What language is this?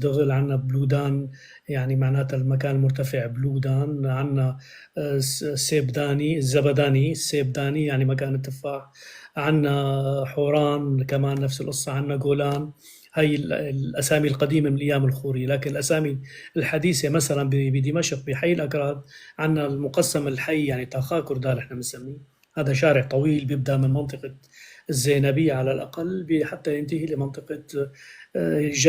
North Levantine Arabic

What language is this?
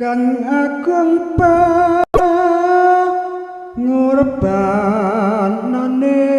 Javanese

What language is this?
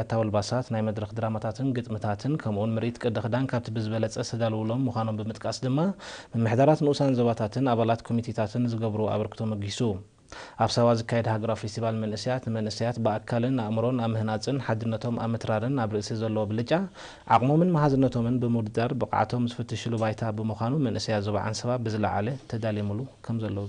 Tigrinya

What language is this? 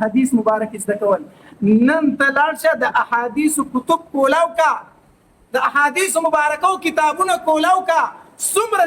Pashto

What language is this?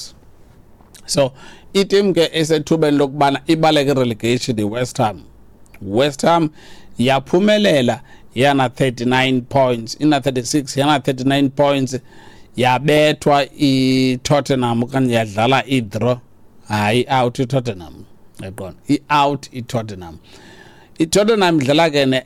Xhosa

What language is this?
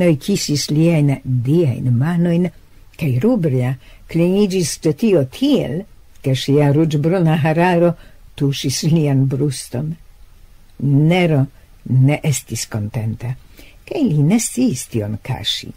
Esperanto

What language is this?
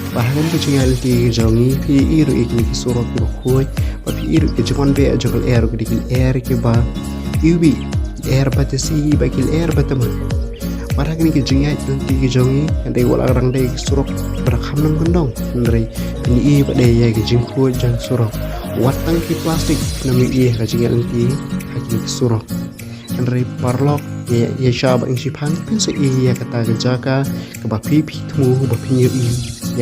Khasi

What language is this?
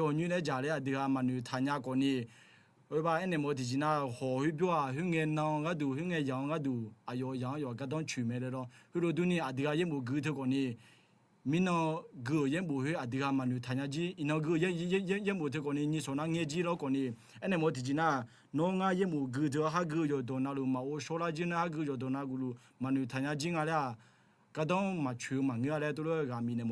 Akha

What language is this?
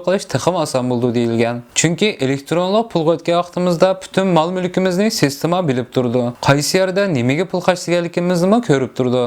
Uyghur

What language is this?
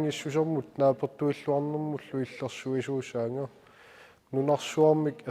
Kalaallisut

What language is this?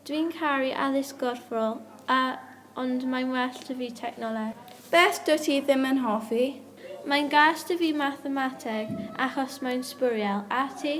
Welsh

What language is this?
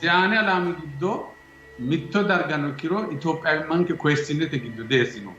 Sidamo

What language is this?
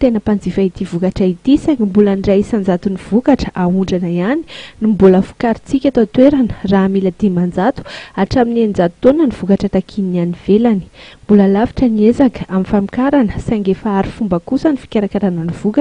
Malagasy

